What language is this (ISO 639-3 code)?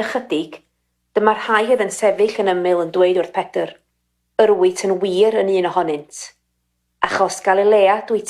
cym